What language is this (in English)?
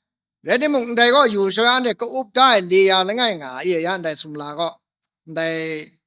Kachin